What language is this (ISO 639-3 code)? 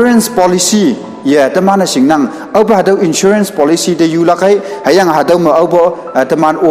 nbe